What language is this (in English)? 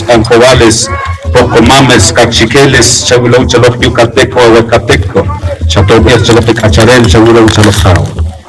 Poqomchi'